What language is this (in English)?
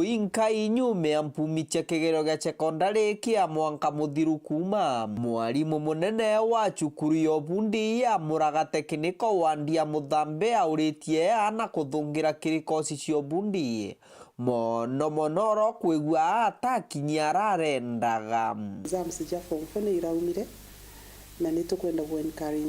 Meru